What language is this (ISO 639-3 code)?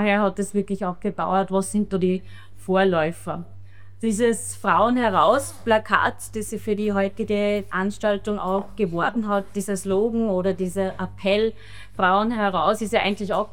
deu